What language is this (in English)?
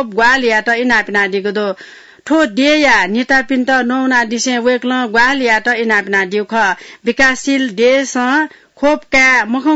Newari